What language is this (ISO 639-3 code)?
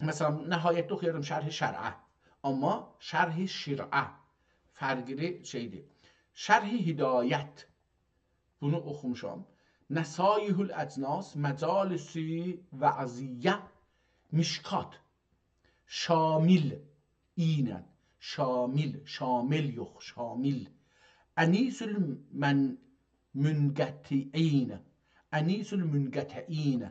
azb